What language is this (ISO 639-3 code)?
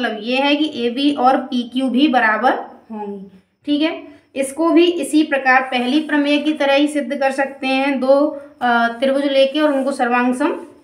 hin